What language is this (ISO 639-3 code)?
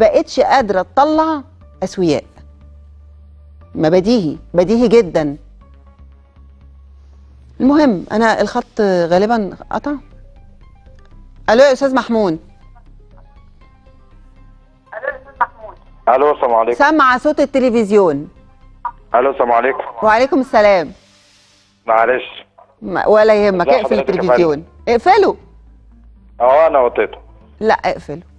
arz